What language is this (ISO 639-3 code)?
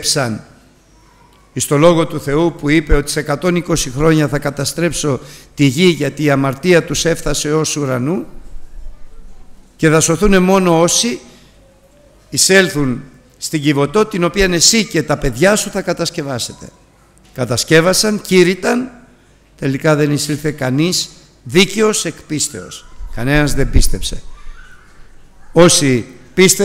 ell